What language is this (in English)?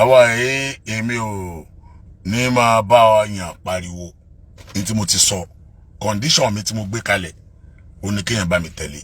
Yoruba